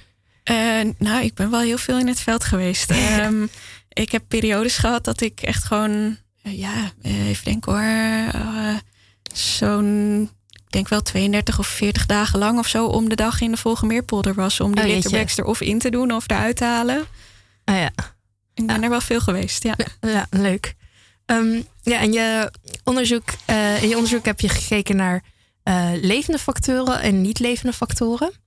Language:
Dutch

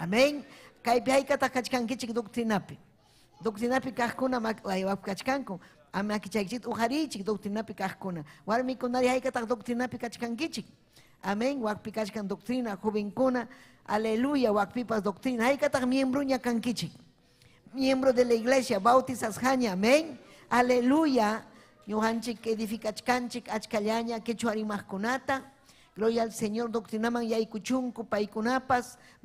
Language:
Ayacucho Quechua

